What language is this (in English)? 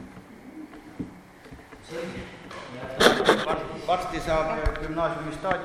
Estonian